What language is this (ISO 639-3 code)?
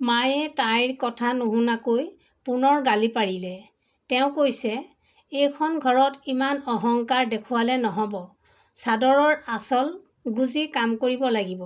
asm